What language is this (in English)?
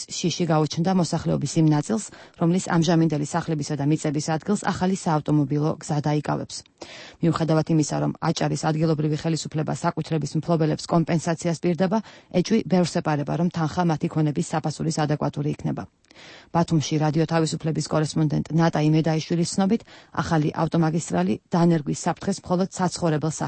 Georgian